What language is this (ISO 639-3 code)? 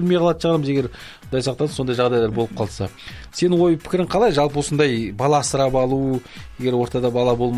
kaz